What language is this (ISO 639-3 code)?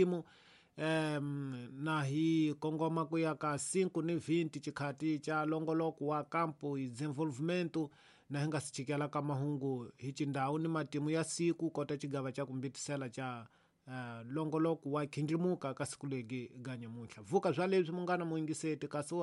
tso